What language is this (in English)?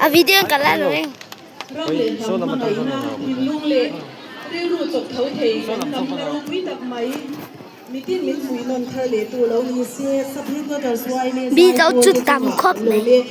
Mizo